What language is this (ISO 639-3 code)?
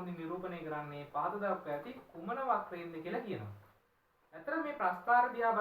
sin